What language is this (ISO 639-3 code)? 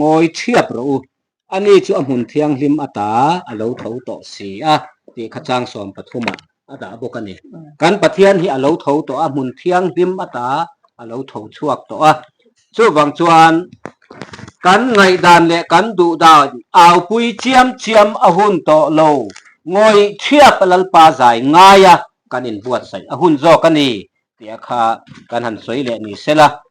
lus